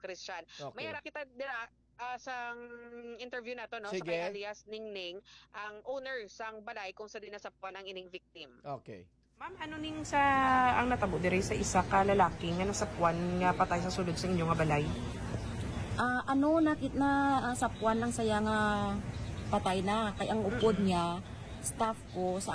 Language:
Hiligaynon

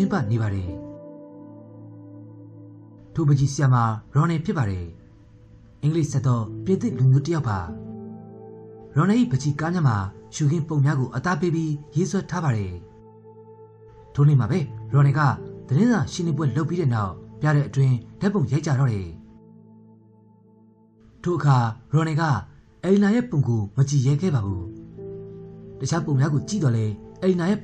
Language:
Burmese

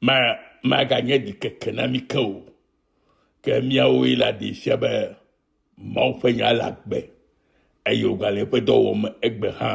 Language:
Ewe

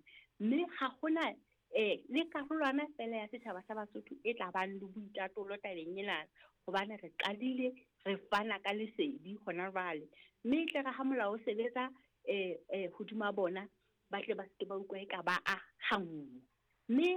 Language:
Southern Sotho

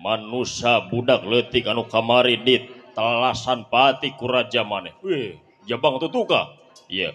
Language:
Sundanese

